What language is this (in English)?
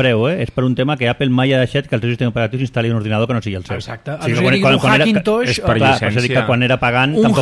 Catalan